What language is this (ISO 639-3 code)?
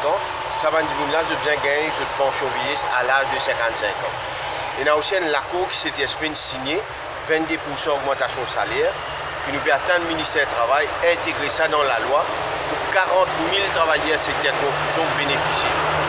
mfe